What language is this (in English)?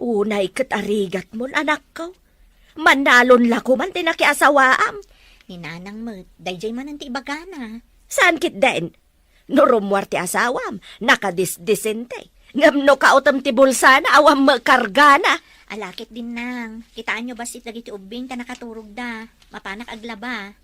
Iloko